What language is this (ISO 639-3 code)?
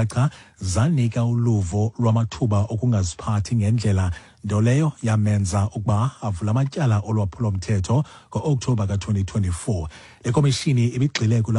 xho